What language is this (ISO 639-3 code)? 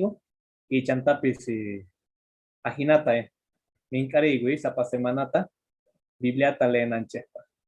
que